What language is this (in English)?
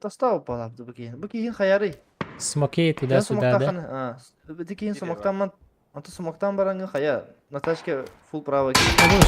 Yakut